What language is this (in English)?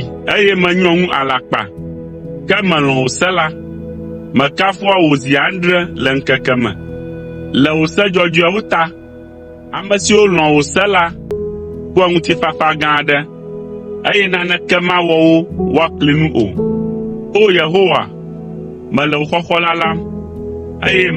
Ewe